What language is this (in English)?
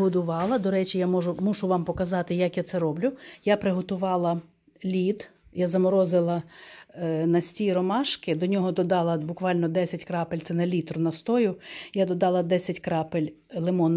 Ukrainian